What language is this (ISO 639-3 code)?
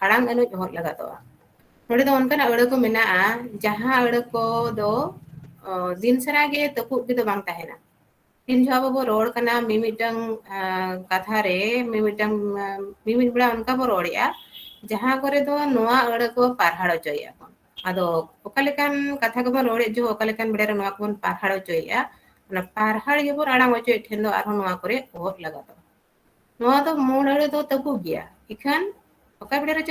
sat